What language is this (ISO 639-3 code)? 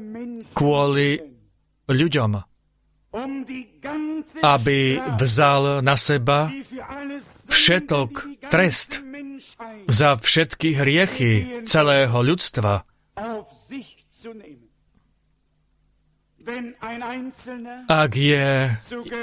slk